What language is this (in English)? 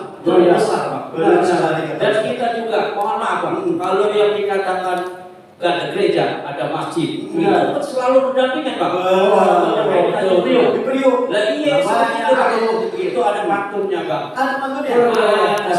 Betawi